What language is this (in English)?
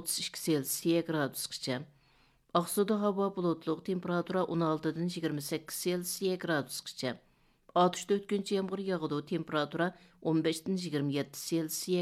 Uyghur